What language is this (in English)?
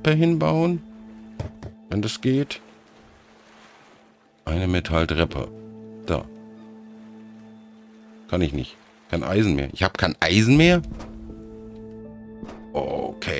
German